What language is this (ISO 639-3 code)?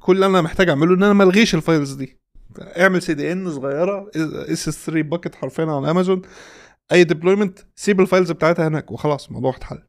arz